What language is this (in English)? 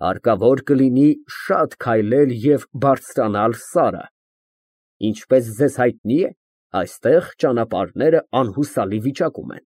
Armenian